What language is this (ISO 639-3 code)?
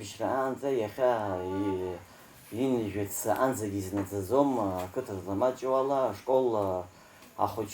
abk